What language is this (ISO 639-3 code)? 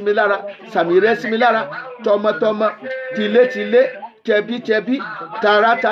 yor